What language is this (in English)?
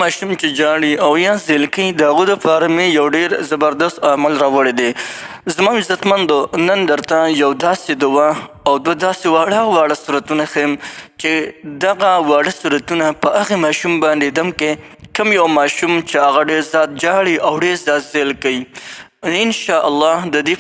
Pashto